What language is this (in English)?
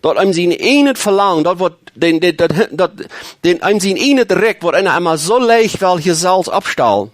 Plautdietsch